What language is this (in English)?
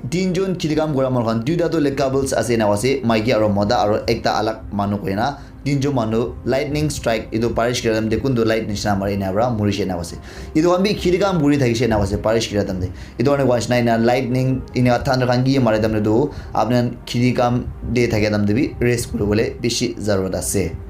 Naga Pidgin